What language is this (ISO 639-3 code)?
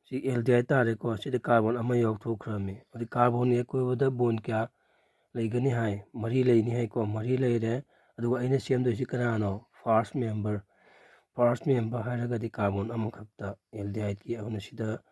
mni